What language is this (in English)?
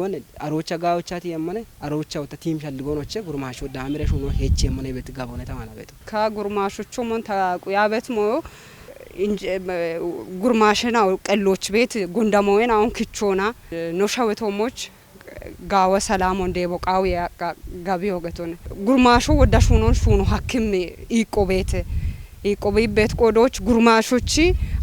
Kafa